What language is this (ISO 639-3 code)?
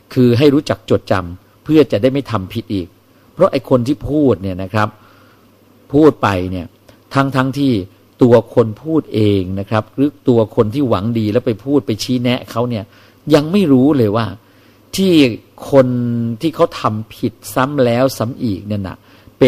tha